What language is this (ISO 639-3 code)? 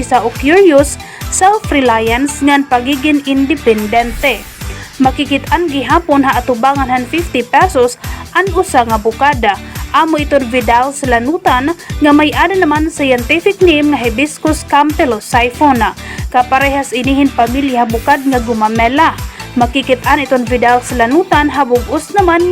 war